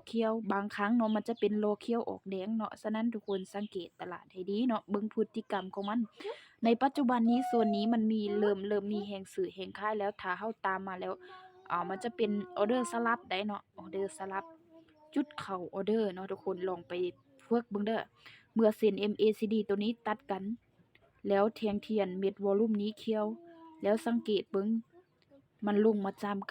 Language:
Lao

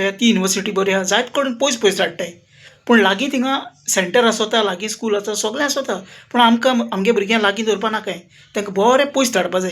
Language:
Konkani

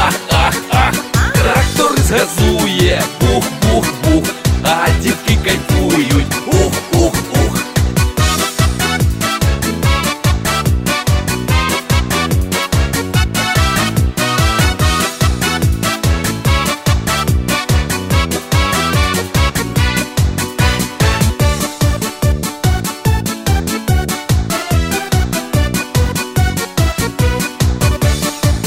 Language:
Ukrainian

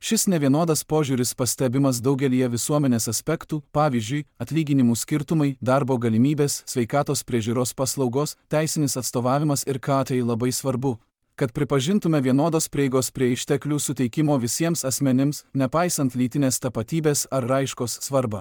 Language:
Lithuanian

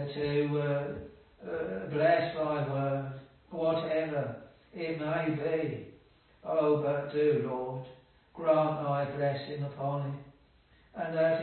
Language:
English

